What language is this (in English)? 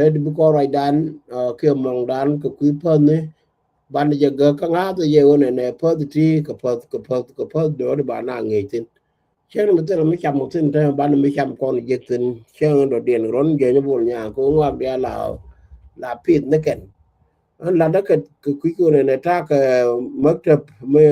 Nuer